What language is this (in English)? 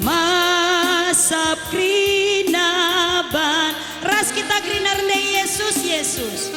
Batak Karo